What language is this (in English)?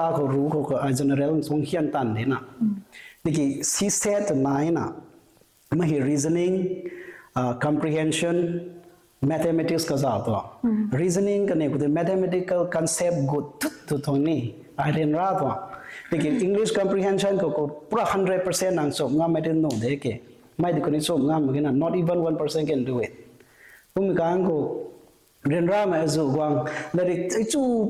Rongmei Naga